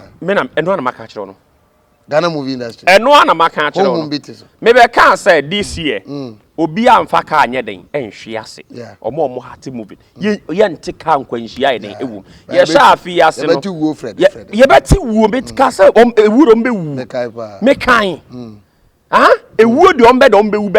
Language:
Akan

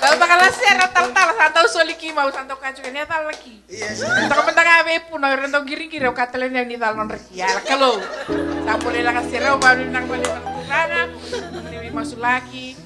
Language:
Fijian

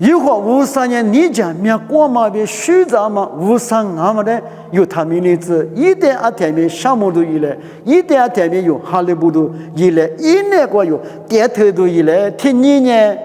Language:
Lisu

